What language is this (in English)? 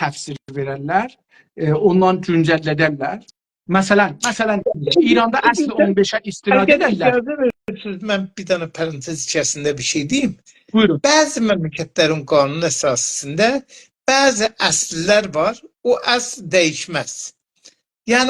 South Azerbaijani